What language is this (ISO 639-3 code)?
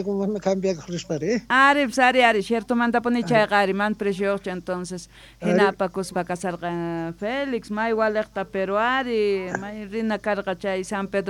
quh